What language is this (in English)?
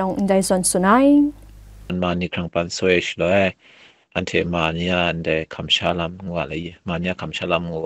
Kachin